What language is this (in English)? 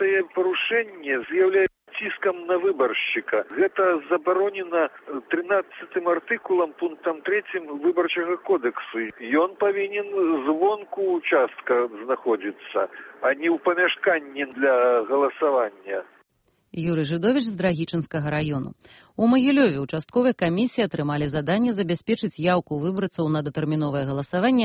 Belarusian